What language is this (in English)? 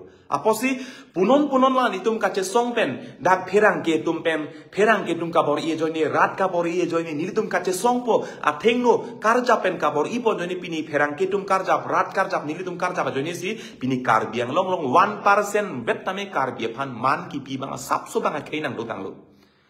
Karbi